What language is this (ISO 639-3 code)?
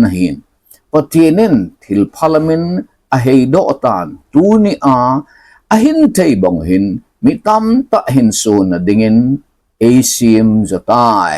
tcz